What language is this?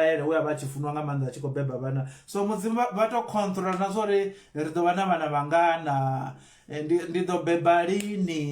Venda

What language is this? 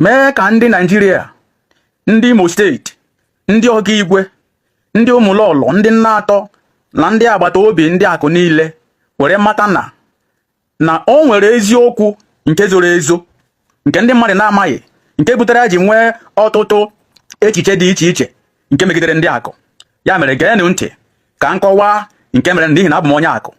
Igbo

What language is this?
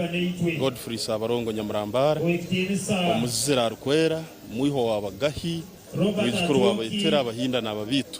Nyankole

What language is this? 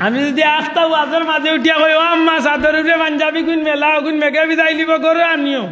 Sylheti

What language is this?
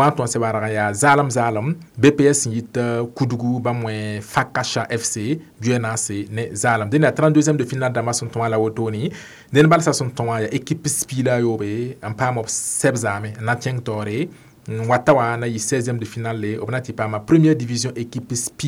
Mossi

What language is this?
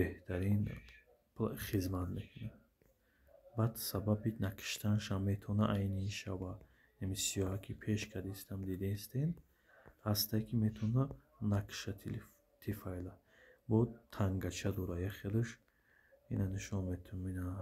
Tajik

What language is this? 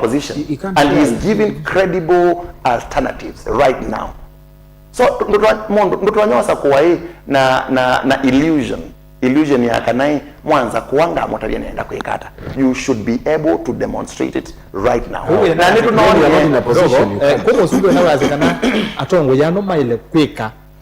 Kamba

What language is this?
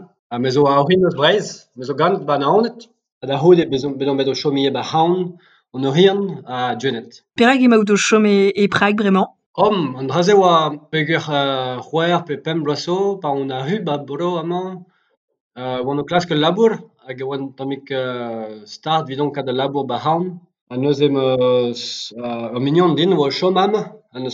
Breton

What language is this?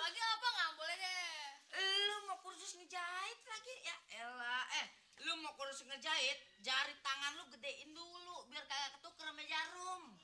Betawi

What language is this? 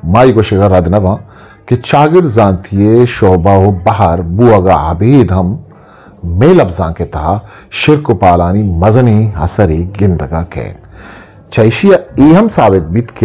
Eastern Balochi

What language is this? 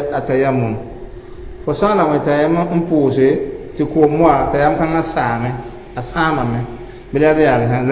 Mossi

